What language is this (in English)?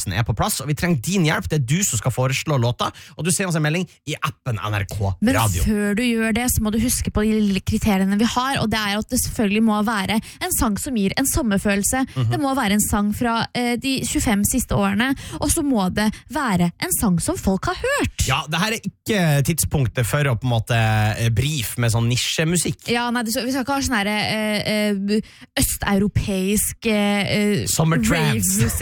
Norwegian